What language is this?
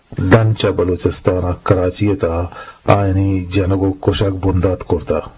Eastern Balochi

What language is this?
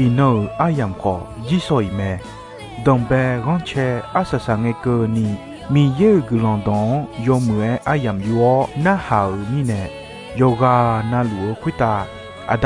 Akha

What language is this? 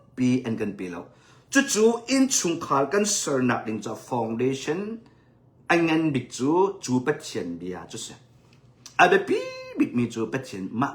Hakha Chin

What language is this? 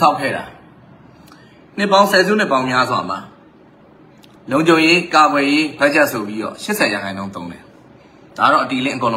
Burmese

